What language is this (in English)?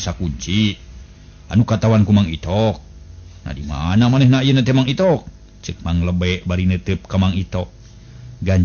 Sundanese